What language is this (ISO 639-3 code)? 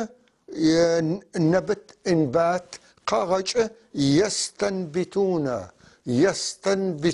apc